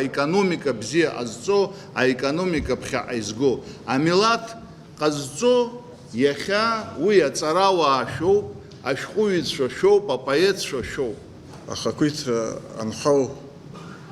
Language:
Abkhazian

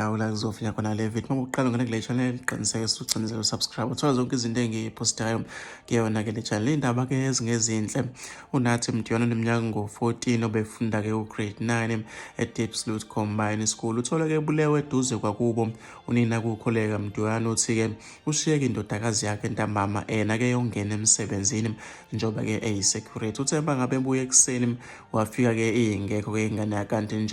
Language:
Zulu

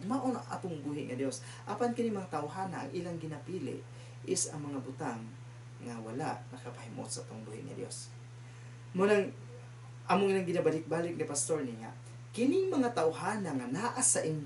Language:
Cebuano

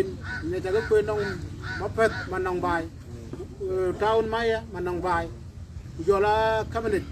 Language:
Dinka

